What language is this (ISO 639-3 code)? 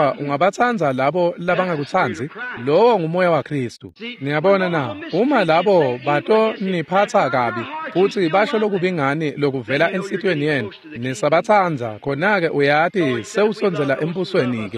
ssw